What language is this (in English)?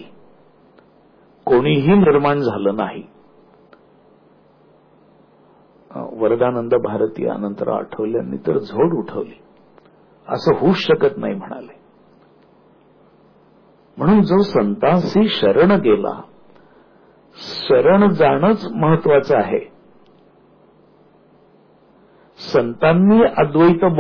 Marathi